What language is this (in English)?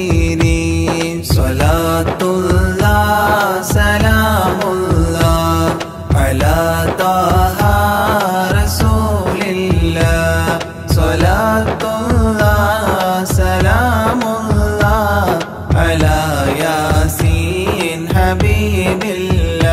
Malayalam